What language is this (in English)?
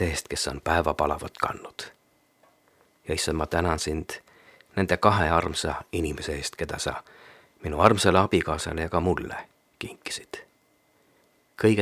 Estonian